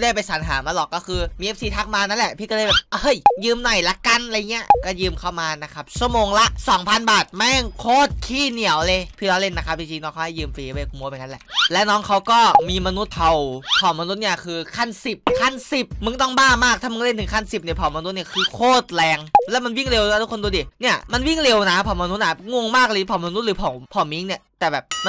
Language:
Thai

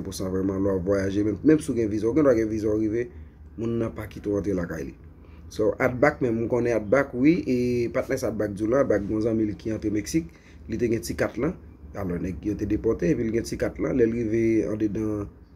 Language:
Haitian Creole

